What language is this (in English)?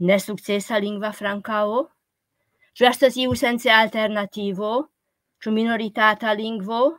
Esperanto